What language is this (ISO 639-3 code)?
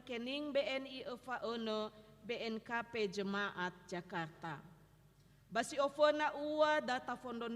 nia